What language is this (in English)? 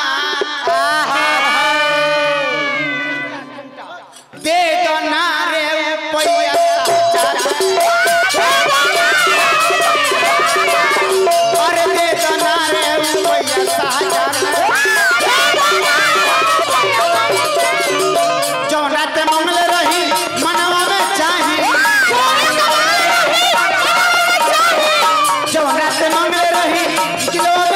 Bhojpuri